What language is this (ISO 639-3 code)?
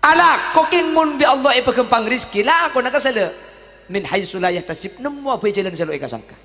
mad